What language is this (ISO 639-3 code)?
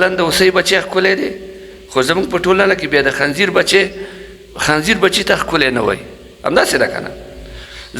pus